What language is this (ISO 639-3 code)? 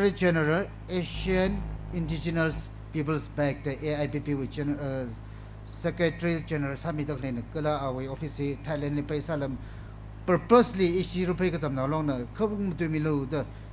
nmf